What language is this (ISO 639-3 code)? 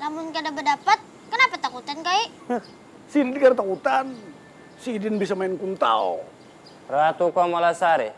bjn